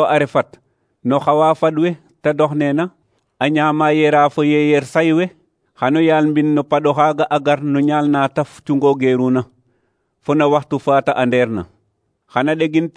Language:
Serer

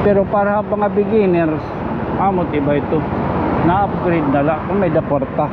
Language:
Waray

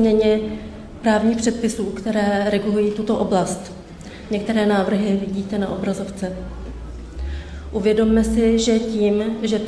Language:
Czech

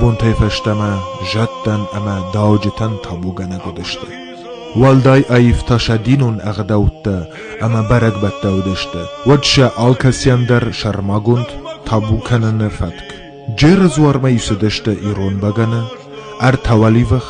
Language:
Ossetic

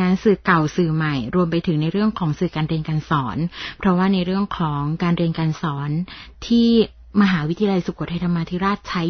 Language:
Thai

